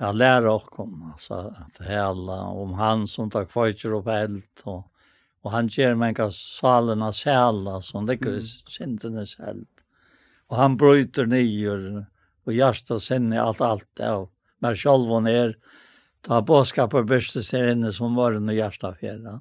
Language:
Faroese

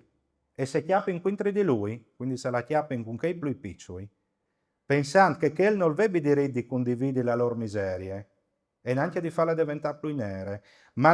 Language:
Friulian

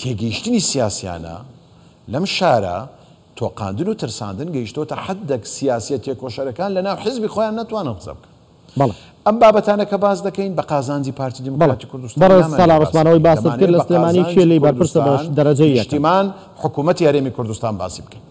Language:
Central Kurdish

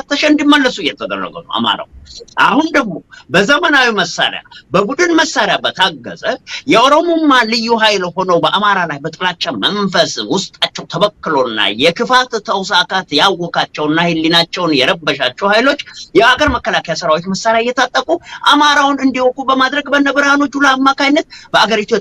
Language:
Amharic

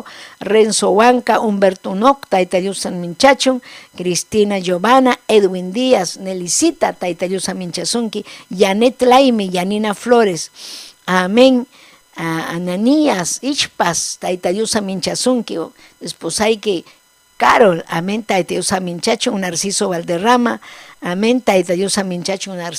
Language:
Ayacucho Quechua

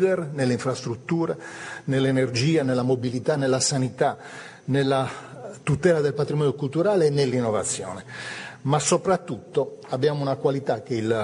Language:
Italian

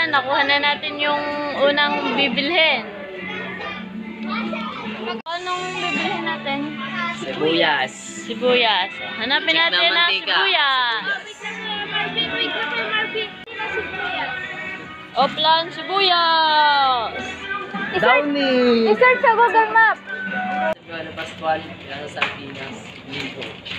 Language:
Filipino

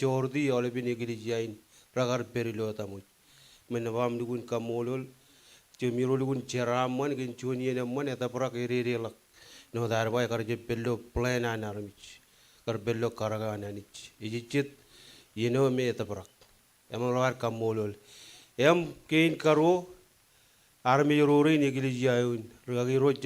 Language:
Marshallese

